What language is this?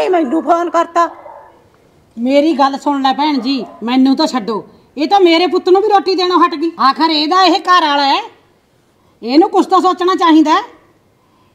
Punjabi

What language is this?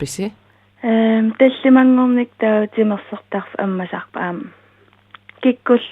Kalaallisut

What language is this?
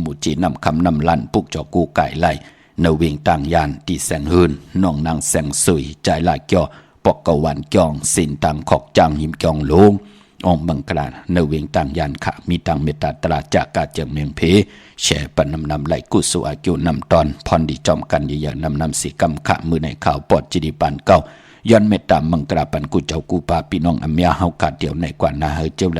Shan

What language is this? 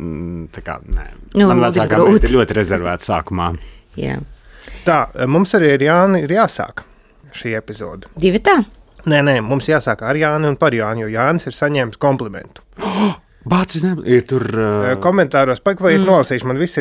Latvian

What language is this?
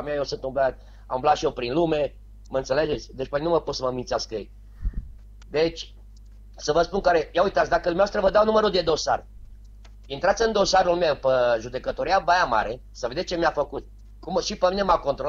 Romanian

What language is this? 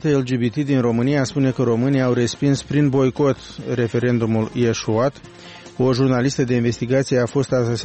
Romanian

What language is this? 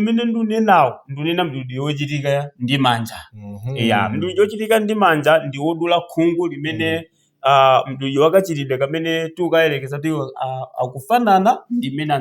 Nyanja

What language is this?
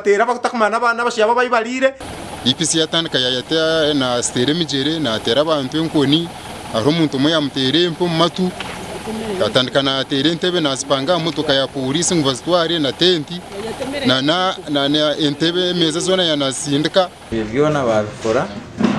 Nyankole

